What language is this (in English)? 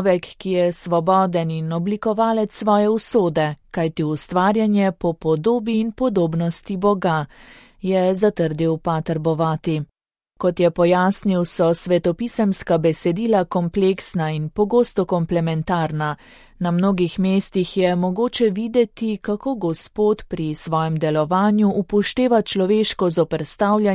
Slovenian